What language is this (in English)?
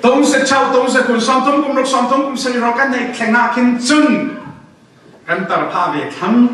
Falam Chin